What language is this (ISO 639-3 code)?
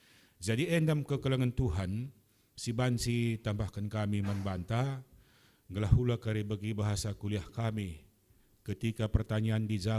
btx